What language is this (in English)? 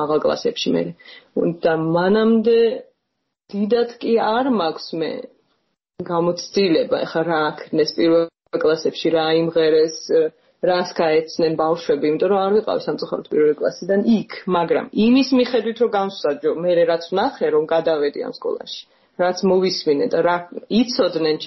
Georgian